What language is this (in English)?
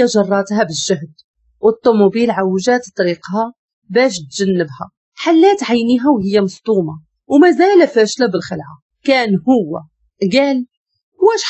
Moroccan Arabic